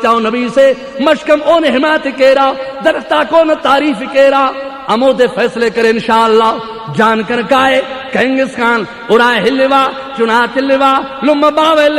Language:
Brahui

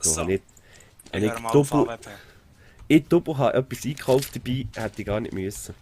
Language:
Swiss German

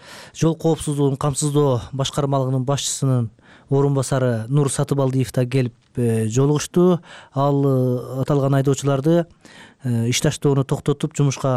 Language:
Kyrgyz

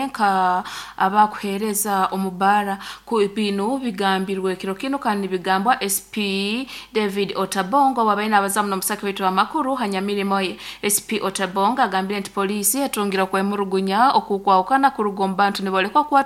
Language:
Nyoro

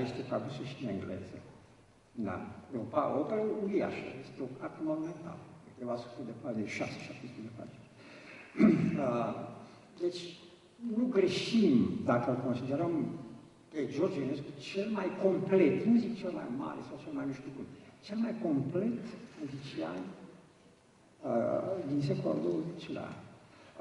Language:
Romanian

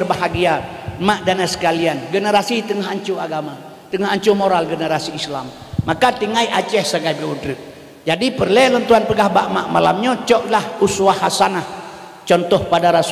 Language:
Achinese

